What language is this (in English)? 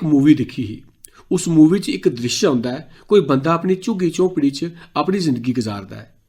Dogri